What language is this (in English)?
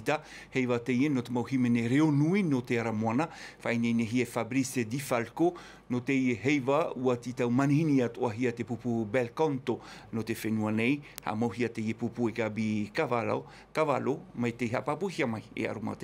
Tahitian